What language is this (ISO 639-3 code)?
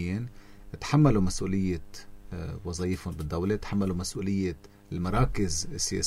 apc